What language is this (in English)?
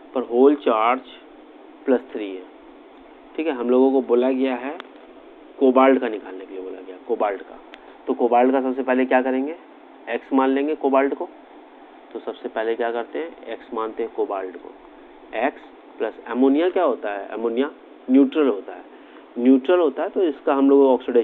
Hindi